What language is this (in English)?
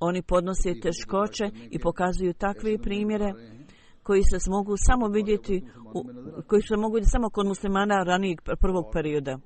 Bosnian